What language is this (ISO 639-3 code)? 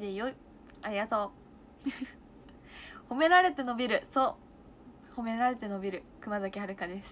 jpn